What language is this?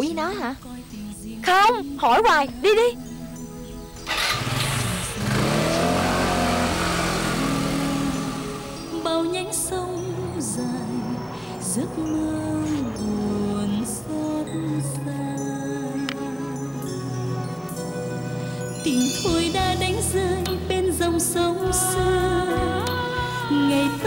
Vietnamese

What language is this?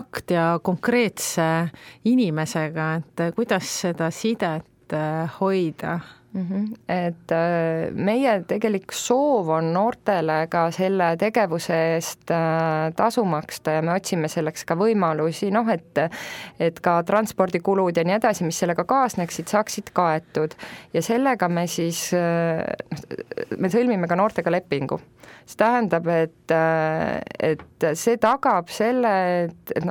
Estonian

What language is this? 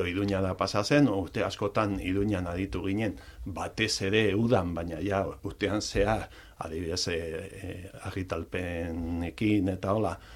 Basque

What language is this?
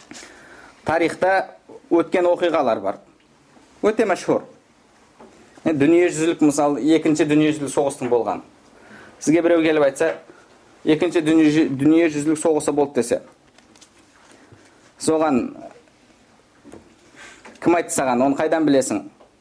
Kazakh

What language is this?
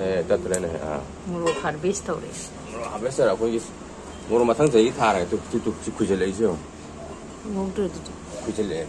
Manipuri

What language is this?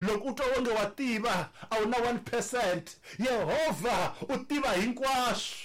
Tsonga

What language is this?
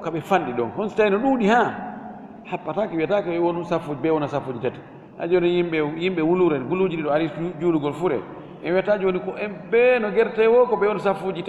Fula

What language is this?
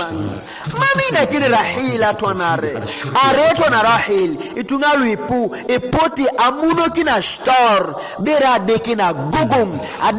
Teso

